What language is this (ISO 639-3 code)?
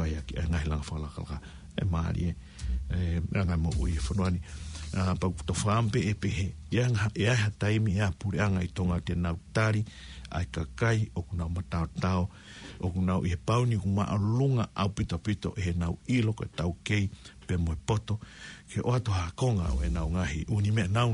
ton